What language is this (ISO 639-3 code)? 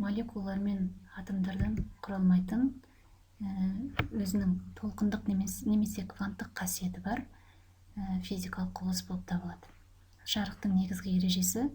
kaz